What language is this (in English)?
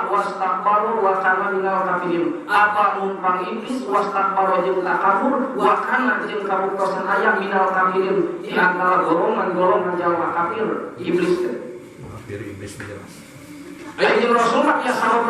Sundanese